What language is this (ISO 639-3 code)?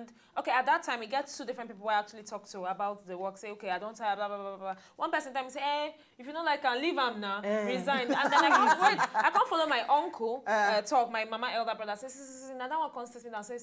pcm